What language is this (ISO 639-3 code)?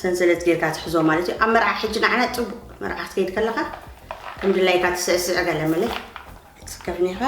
tir